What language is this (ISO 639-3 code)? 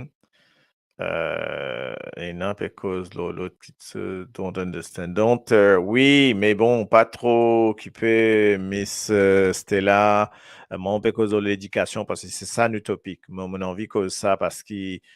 mfe